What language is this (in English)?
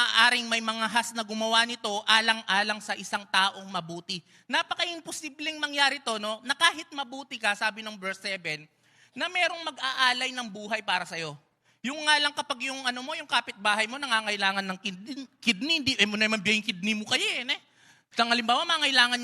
Pampanga